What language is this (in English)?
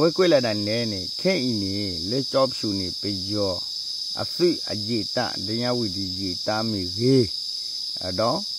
S'gaw Karen